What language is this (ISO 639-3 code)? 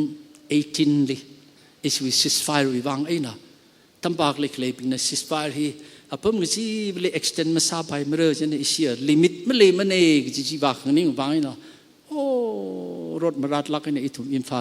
nmf